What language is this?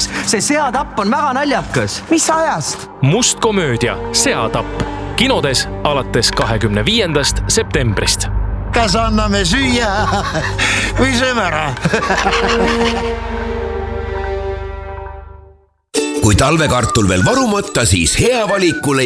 Estonian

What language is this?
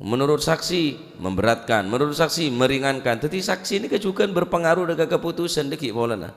Madurese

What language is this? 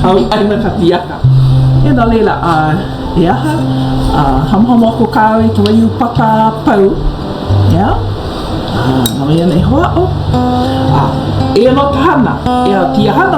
Hawaiian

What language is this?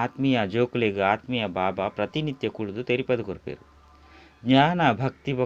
Tulu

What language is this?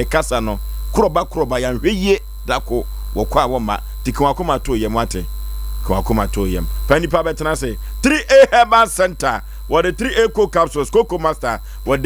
Akan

